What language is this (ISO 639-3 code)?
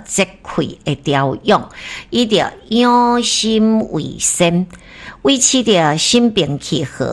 nan